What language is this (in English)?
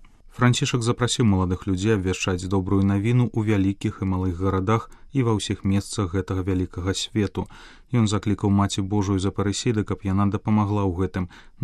Belarusian